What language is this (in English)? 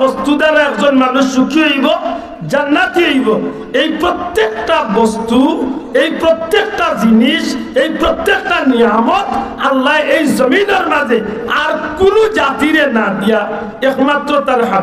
Sylheti